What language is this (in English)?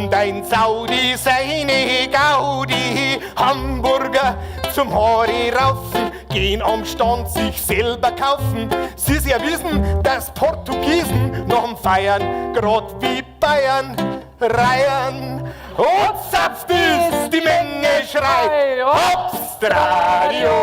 Bavarian